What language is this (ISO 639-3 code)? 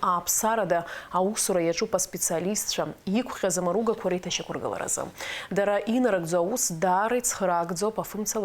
abk